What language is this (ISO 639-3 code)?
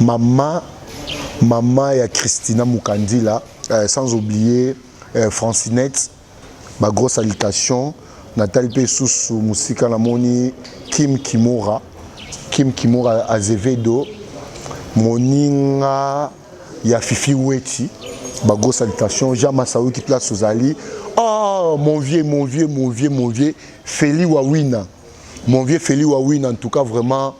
lin